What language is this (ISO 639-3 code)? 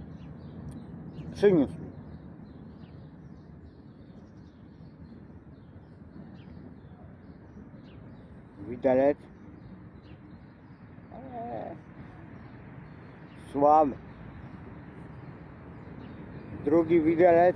pol